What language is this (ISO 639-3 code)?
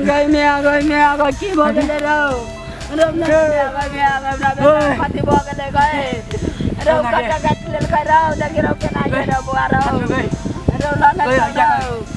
mai